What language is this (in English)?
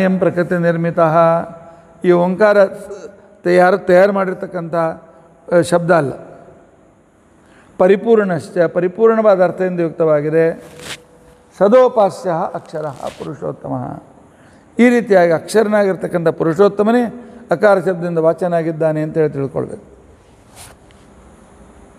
Kannada